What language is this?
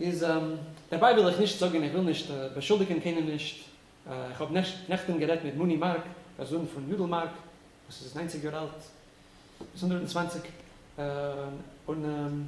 Yiddish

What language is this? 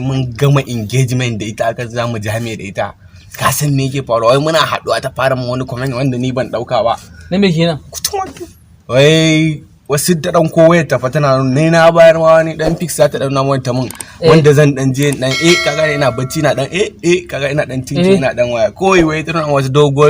Hausa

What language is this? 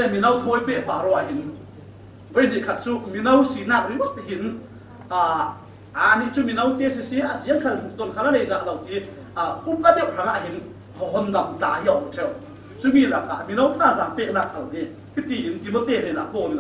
Falam Chin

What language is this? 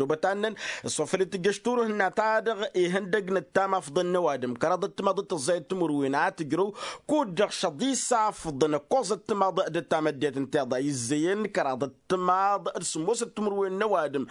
Tamasheq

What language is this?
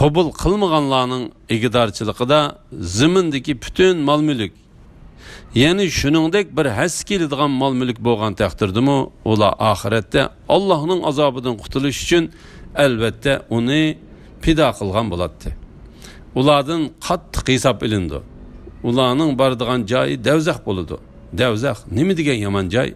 Uyghur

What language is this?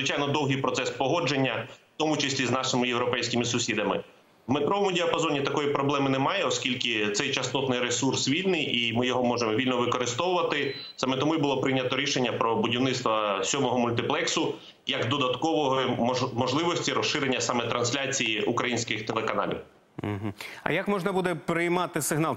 Ukrainian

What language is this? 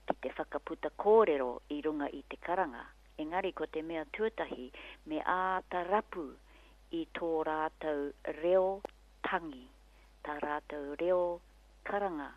Māori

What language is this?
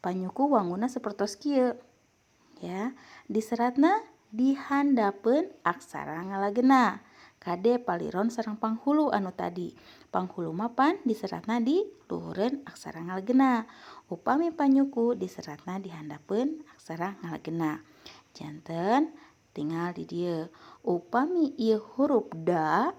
Sundanese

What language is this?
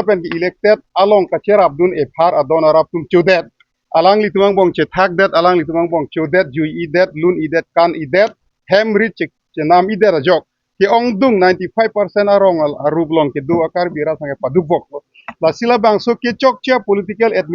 Karbi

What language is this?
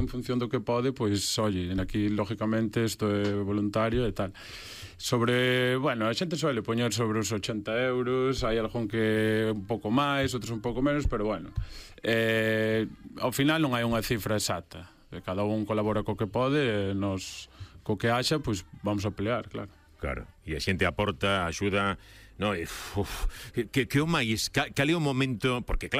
Galician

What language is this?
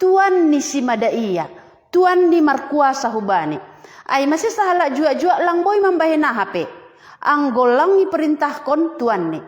Batak Simalungun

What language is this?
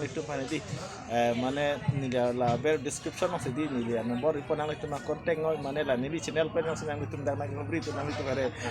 Karbi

